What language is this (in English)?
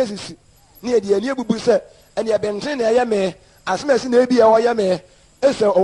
Akan